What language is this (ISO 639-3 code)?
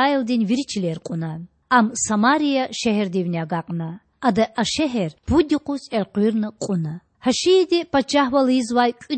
lez